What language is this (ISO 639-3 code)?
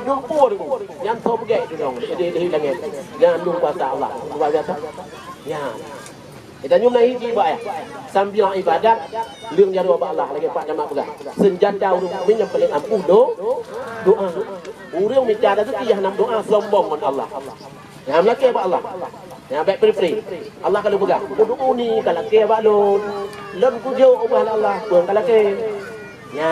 ace